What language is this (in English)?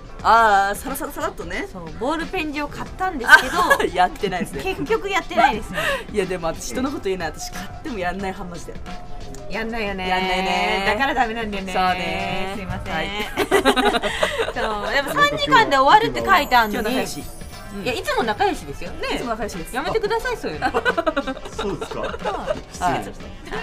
Japanese